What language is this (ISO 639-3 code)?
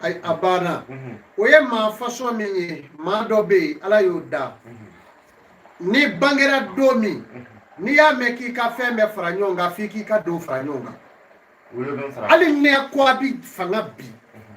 bam